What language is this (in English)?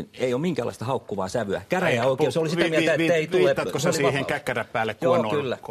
Finnish